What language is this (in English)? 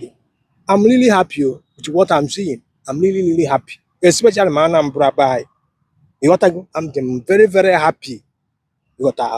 Igbo